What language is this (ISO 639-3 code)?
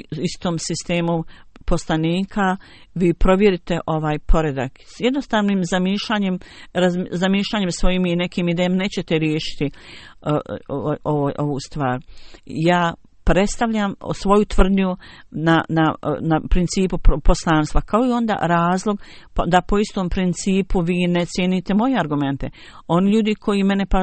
bos